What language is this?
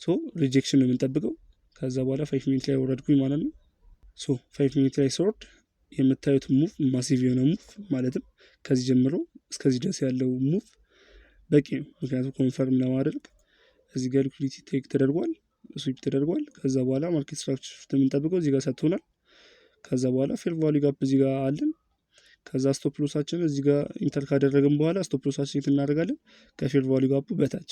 Amharic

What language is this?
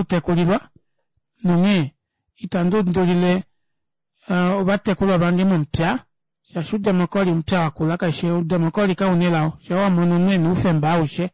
Kuanyama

